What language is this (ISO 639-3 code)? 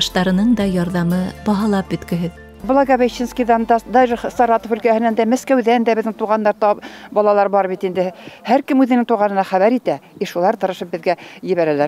bak